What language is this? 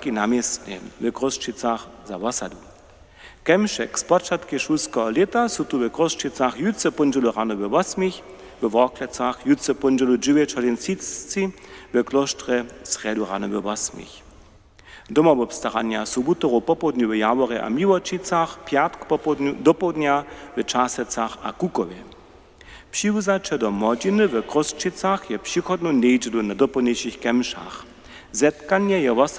Upper Sorbian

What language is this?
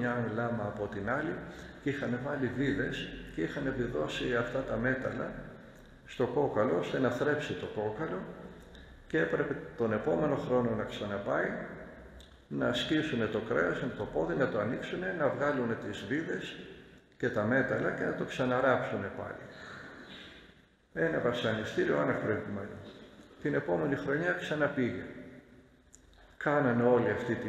Greek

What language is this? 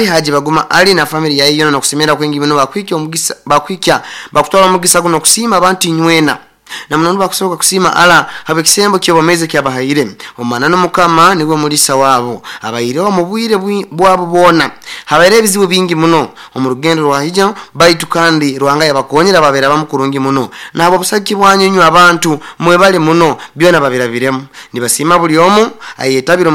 Nyoro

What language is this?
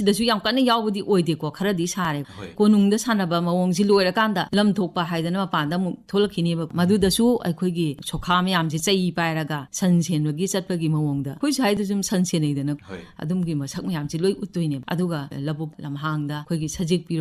Manipuri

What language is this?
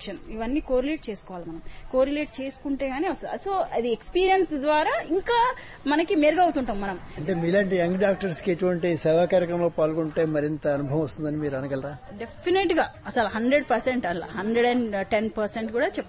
Telugu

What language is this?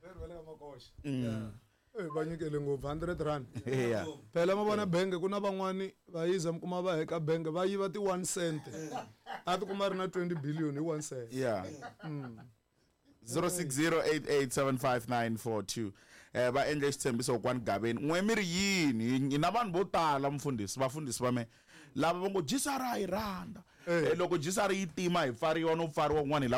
Tsonga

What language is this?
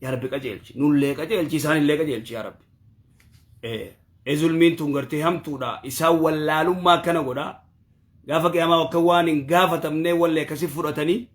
Oromo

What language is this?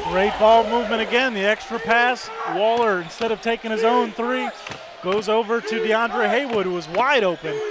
English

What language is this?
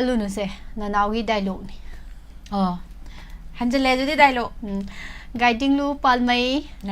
Manipuri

